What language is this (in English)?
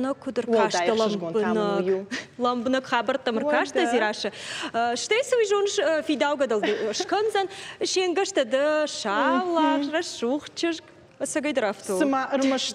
Ossetic